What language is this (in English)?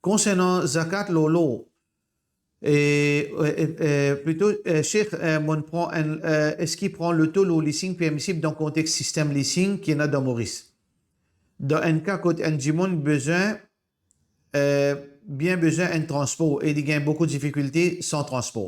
Morisyen